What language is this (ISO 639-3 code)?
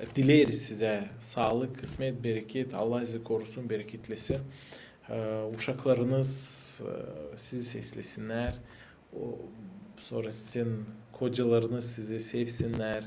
gag